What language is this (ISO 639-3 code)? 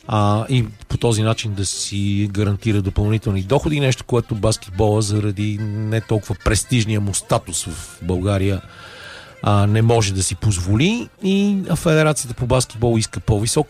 bul